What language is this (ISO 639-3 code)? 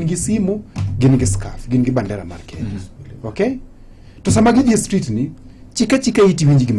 luo